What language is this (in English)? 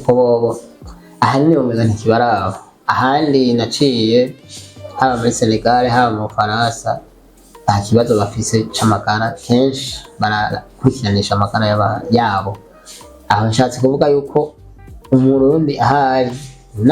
Rundi